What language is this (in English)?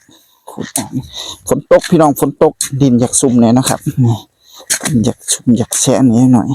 Northeastern Thai